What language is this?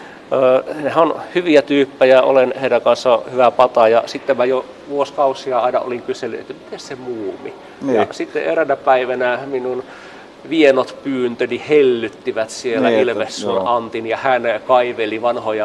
Finnish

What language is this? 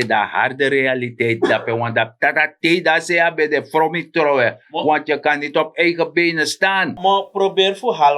Sranan Tongo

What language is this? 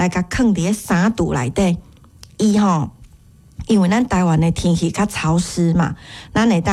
Min Nan Chinese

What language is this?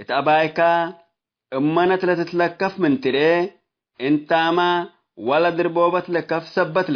Tigre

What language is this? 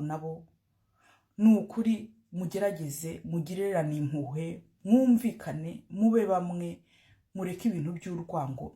Kinyarwanda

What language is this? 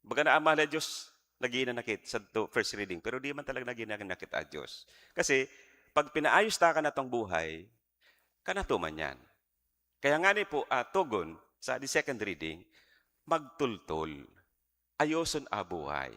Bikol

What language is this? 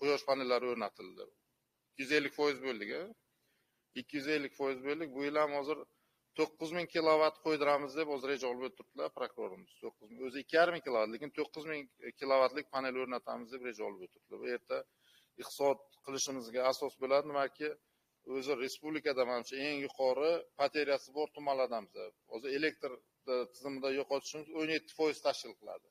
Uzbek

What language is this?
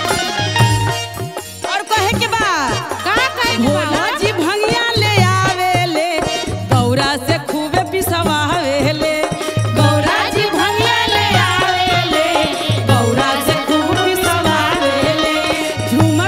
Bhojpuri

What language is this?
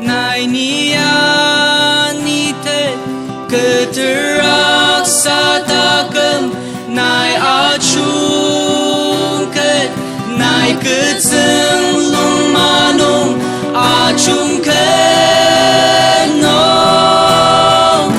Ao Naga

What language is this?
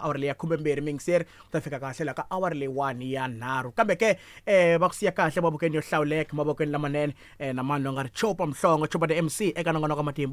Tsonga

